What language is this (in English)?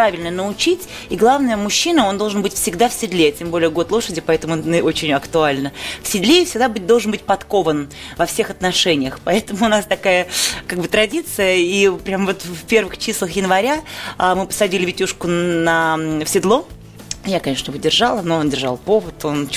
Russian